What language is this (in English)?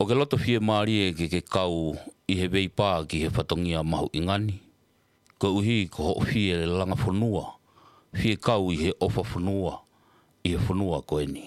Tongan